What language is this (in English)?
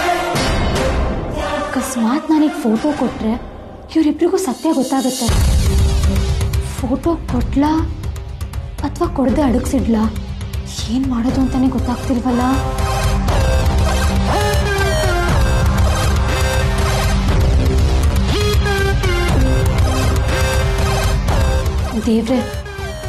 Kannada